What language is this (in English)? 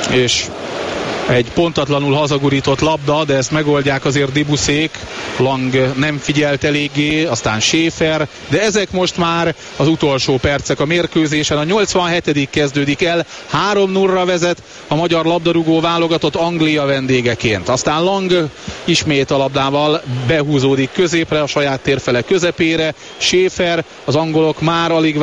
Hungarian